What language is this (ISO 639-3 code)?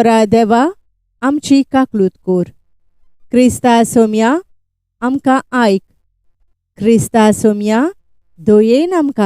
kok